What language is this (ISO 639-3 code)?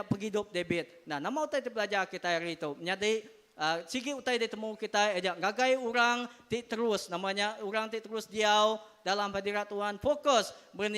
iba